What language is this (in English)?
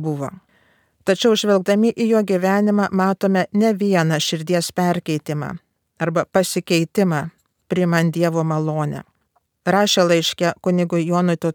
Lithuanian